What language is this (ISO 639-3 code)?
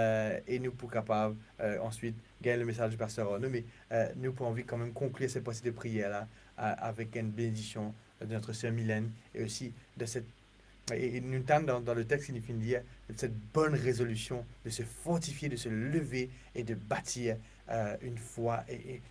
mfe